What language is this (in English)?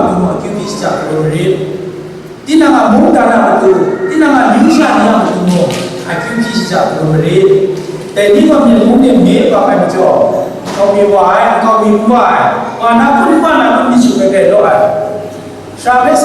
Kachin